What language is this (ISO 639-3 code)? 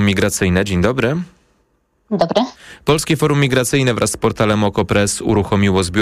pol